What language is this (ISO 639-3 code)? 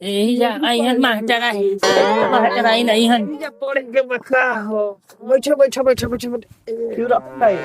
bho